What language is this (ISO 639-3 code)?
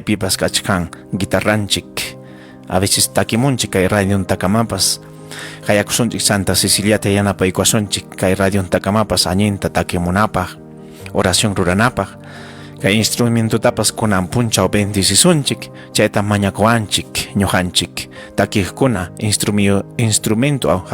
quy